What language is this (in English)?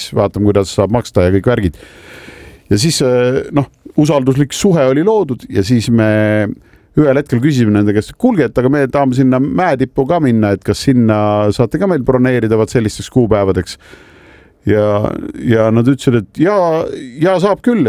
Estonian